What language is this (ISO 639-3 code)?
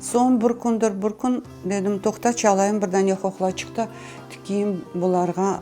crh